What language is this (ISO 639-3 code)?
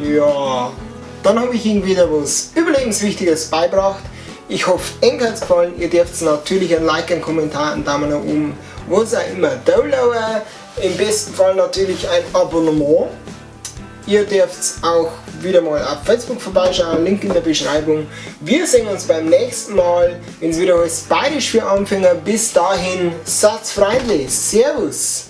bar